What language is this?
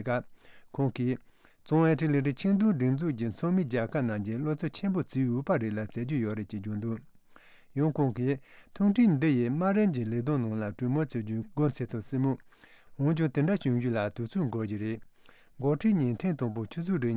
Tibetan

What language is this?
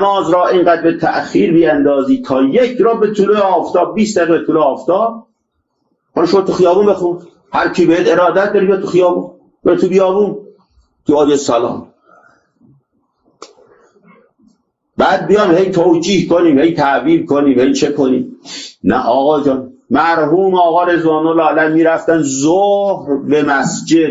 Persian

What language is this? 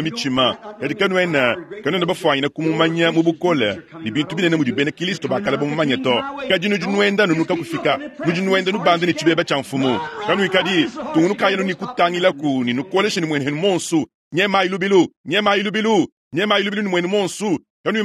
Luba-Lulua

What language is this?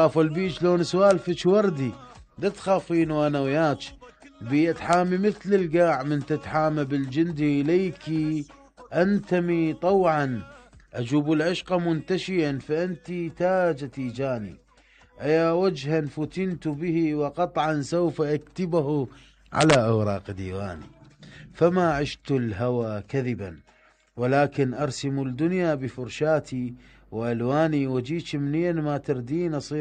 Mesopotamian Arabic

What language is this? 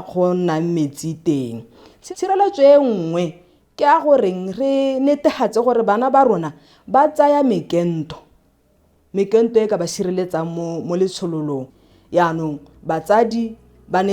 Tswana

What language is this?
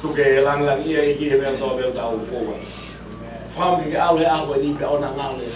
Tongan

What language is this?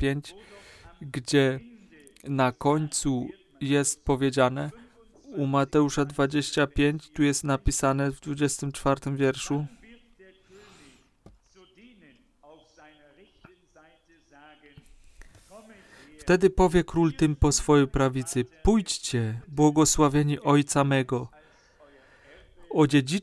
Polish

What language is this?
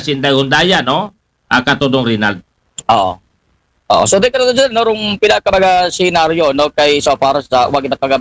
Aklanon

